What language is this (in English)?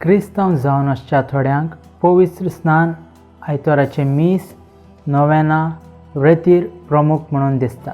Konkani